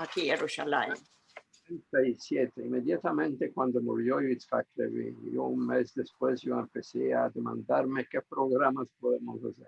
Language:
Ladino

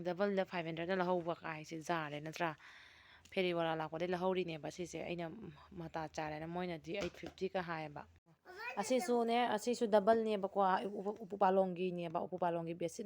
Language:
Manipuri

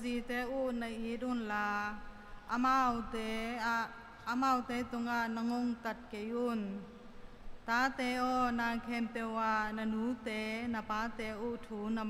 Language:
Tedim Chin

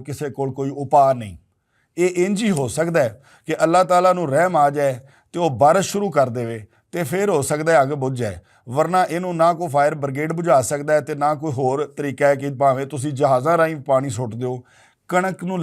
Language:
Western Panjabi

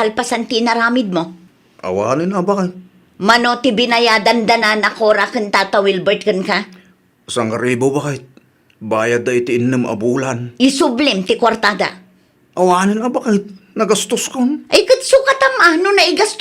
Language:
Iloko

